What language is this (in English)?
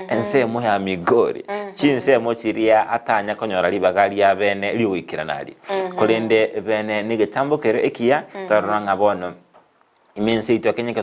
Gusii